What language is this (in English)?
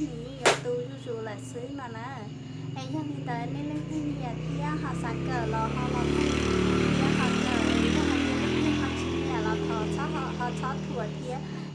Hmong